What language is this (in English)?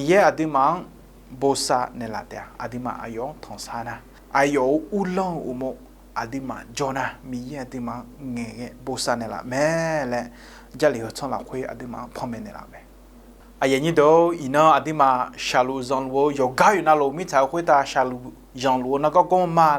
Akha